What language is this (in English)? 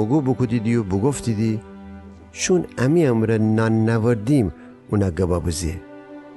Gilaki